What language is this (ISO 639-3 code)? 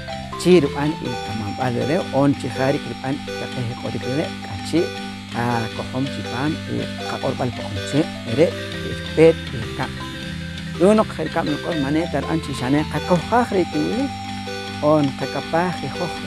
poh